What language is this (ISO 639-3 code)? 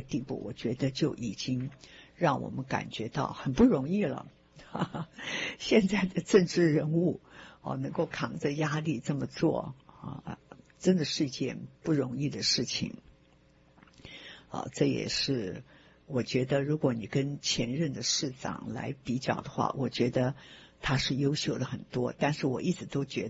zho